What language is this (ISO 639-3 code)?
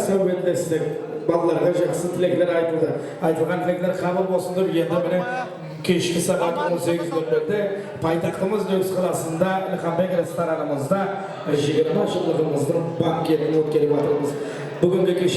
kaa